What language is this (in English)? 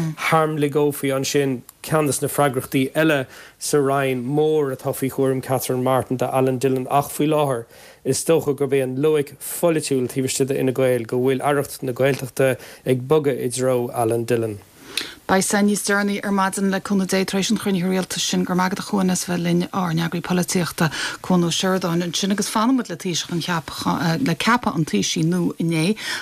Irish